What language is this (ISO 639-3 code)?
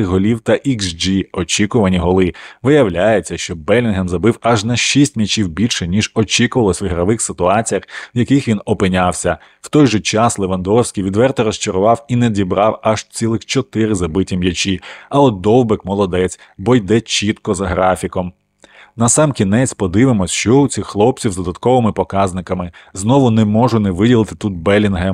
ukr